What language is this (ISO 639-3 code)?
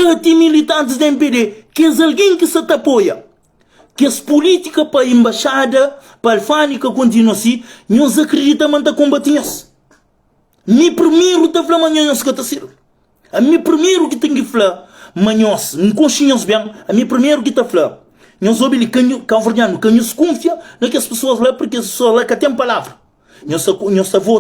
kea